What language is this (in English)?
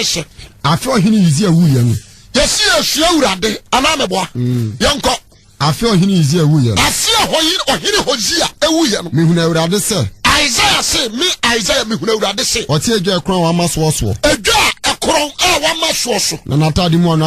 Akan